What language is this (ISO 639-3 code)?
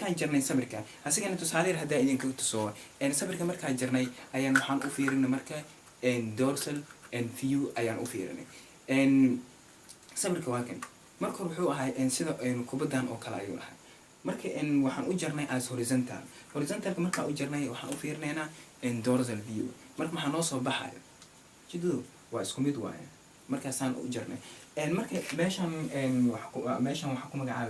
som